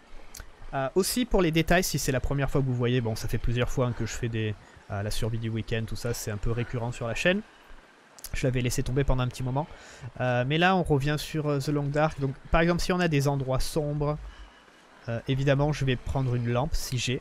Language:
French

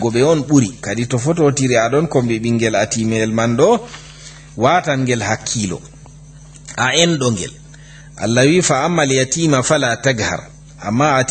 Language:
Fula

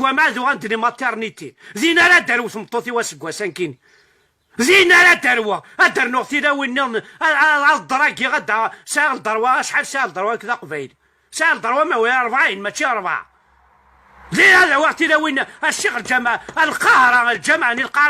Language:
Kabyle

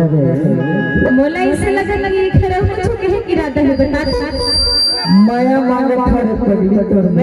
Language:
Chhattisgarhi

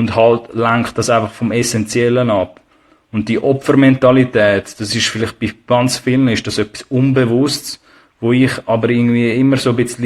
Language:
Swiss German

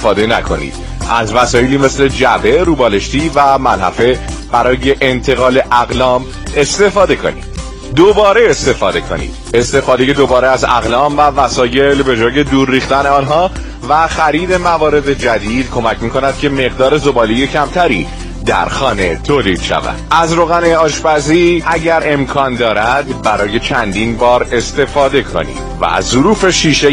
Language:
Persian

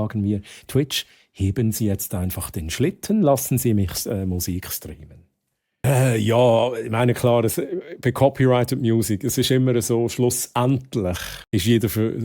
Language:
Swiss German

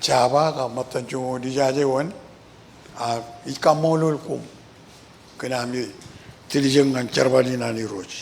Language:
Marshallese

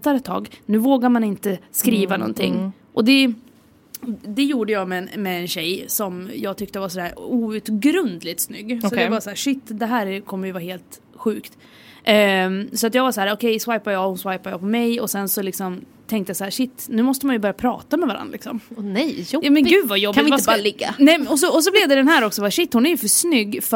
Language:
Swedish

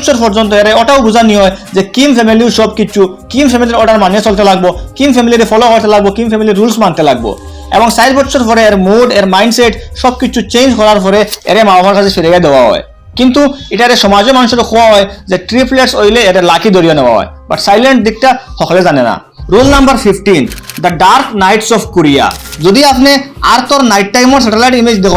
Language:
Sylheti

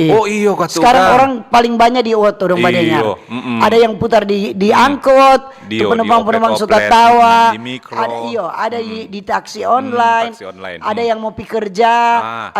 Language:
Manado Malay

